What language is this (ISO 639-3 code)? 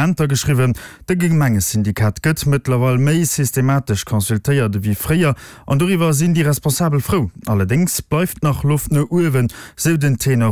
ltz